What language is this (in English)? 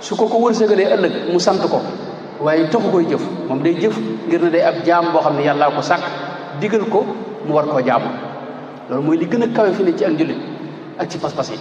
Wolof